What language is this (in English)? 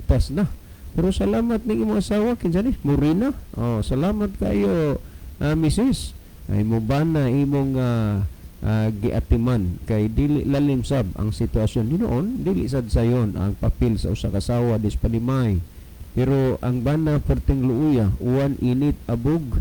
Cebuano